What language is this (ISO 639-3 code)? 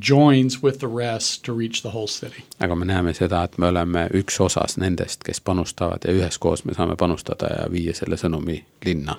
est